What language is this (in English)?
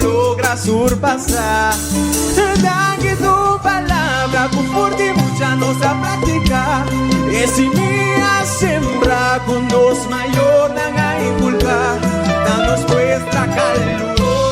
Papiamento